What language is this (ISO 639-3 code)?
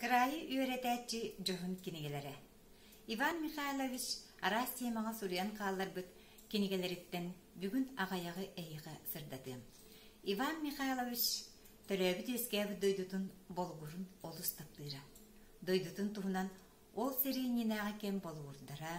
sah